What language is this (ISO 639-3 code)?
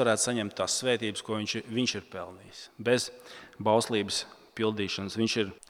lav